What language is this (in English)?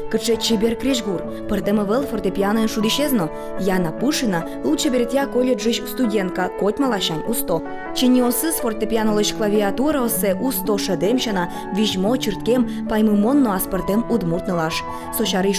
Udmurt